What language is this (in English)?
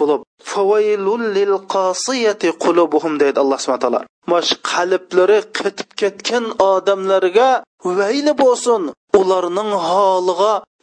Uyghur